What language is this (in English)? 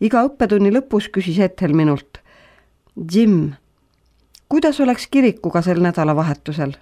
Estonian